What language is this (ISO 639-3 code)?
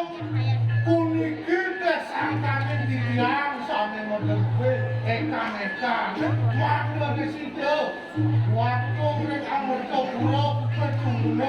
ban